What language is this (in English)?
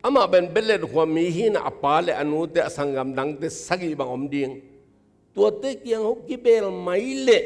Tedim Chin